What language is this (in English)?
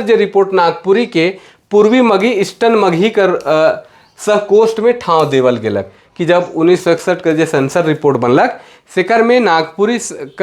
Sadri